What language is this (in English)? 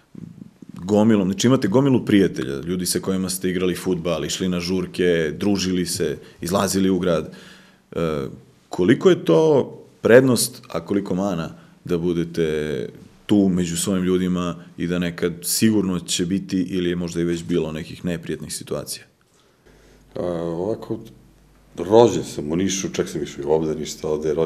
Serbian